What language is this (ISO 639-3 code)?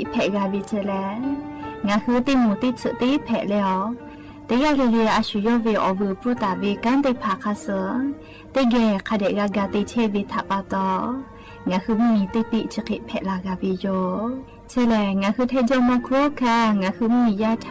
lhu